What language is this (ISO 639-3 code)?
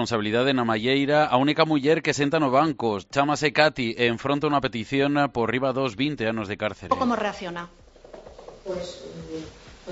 glg